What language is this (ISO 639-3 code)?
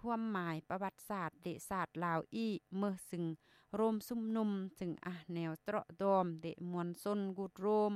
lao